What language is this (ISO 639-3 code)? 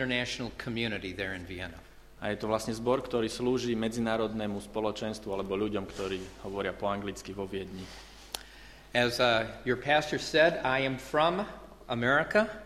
slk